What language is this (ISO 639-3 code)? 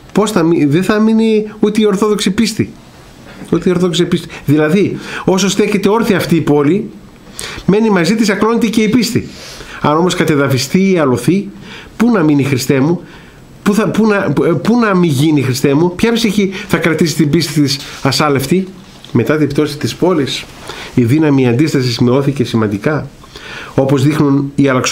ell